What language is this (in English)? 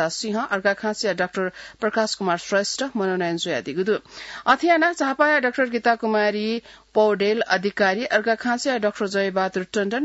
Newari